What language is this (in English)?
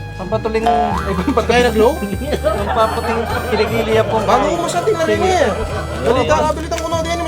Pampanga